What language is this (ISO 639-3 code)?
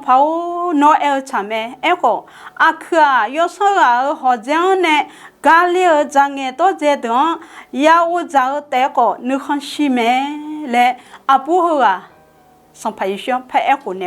ahk